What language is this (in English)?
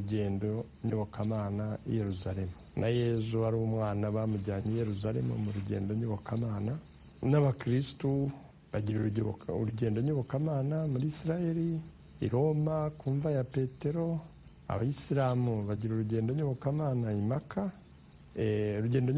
Kinyarwanda